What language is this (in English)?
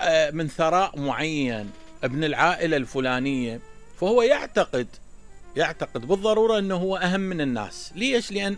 Mesopotamian Arabic